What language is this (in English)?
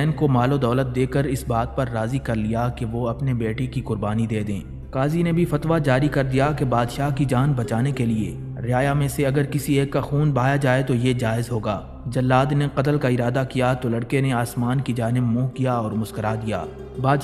Urdu